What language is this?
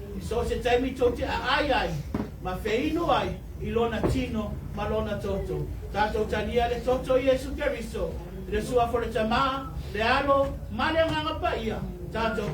Samoan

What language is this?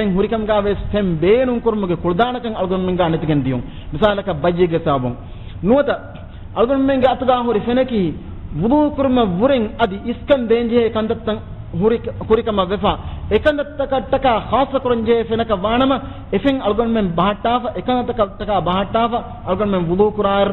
Divehi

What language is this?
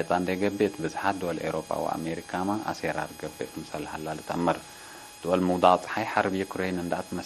Tigre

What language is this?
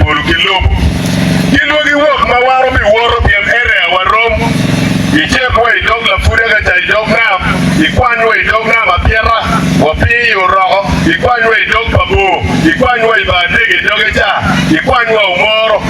Acoli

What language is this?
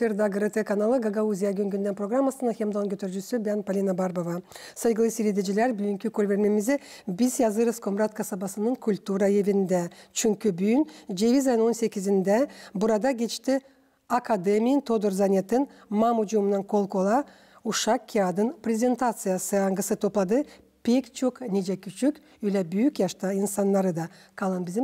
Gagauz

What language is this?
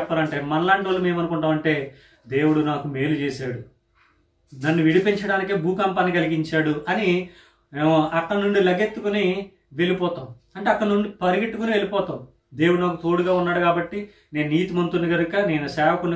Telugu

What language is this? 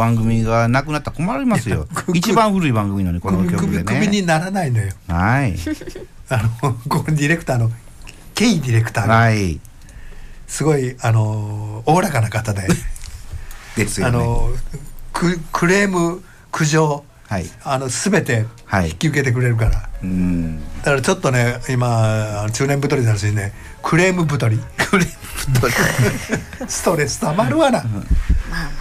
Japanese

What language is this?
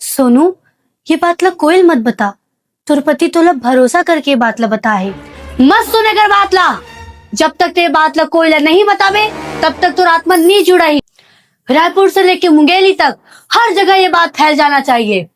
Chhattisgarhi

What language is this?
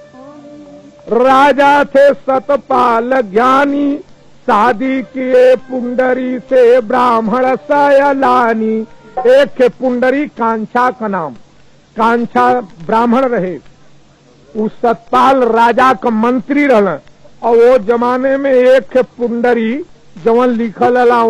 Bhojpuri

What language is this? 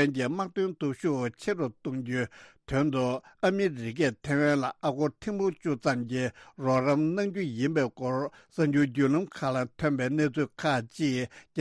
Tibetan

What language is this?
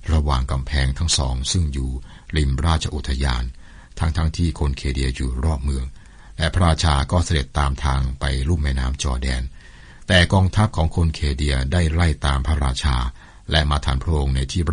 Thai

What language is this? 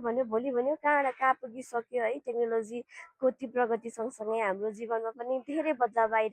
Nepali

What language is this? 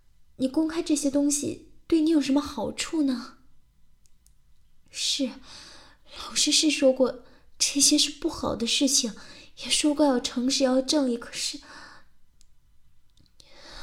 Chinese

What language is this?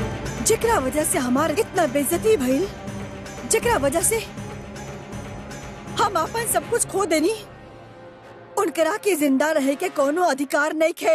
Bhojpuri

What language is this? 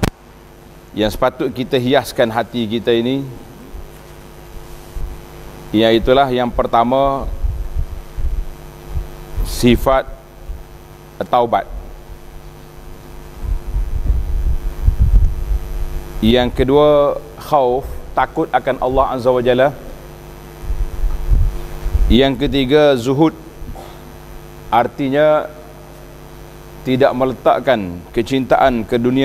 Malay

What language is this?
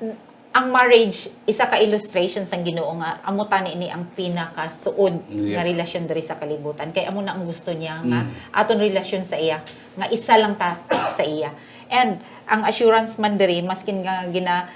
Hiligaynon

